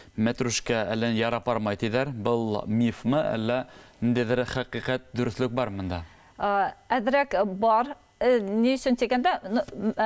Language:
Bashkir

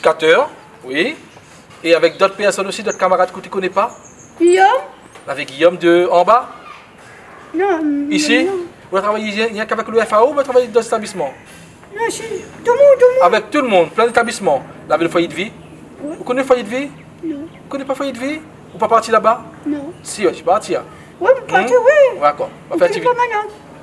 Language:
Réunion Creole French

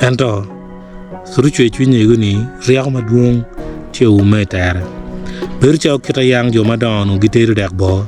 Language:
Acoli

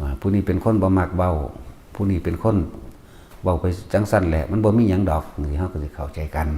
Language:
Northeastern Thai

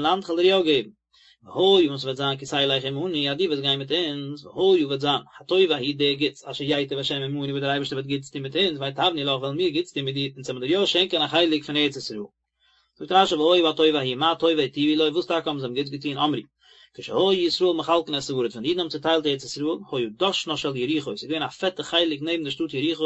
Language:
Yiddish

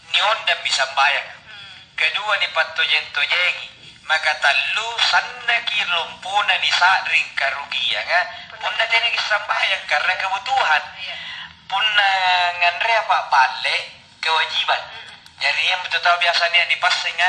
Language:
Makasar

